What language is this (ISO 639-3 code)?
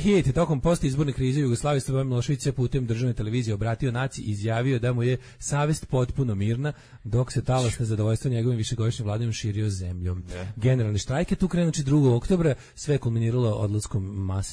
srp